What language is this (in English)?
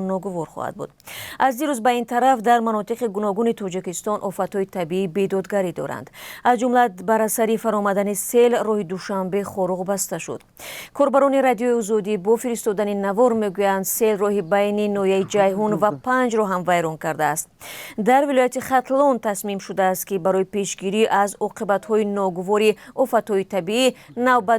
Tajik